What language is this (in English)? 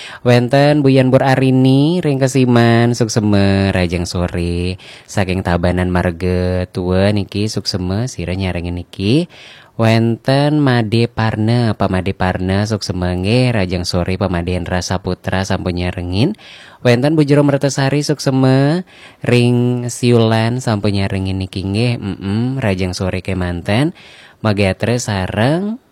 Balinese